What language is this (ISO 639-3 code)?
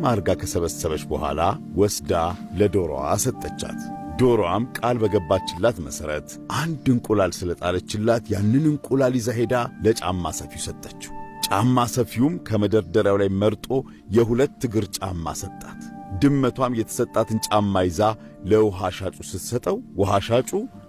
amh